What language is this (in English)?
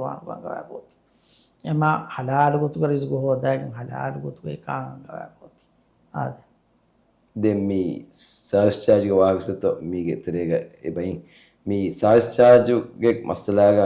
Divehi